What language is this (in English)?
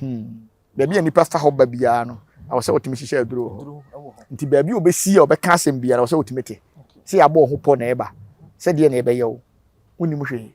Akan